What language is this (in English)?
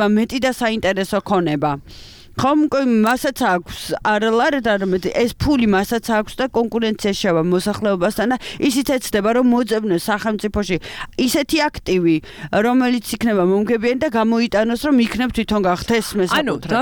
Georgian